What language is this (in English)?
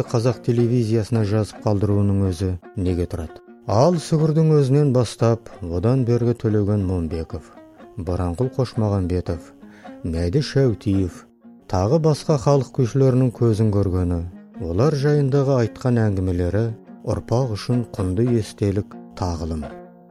Kazakh